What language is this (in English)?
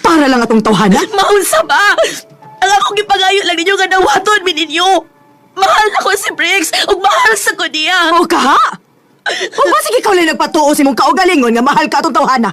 Cebuano